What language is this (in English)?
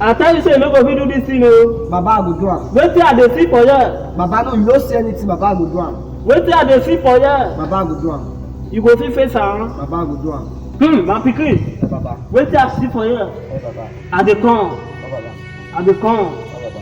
Nigerian Pidgin